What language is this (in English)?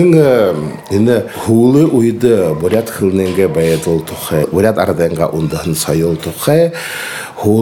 Buriat